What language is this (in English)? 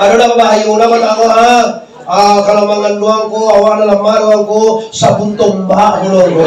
Minangkabau